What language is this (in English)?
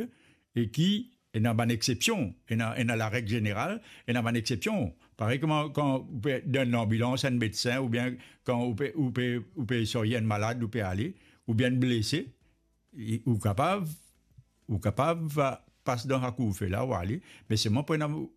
Morisyen